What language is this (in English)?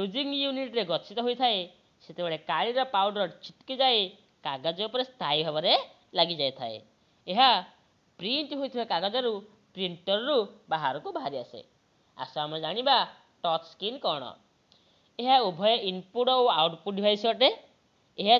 Odia